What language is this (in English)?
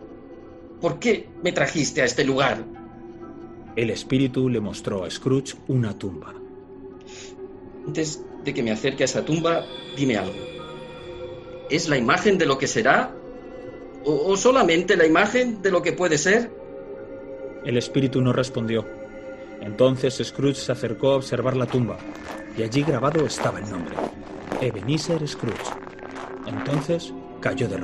Spanish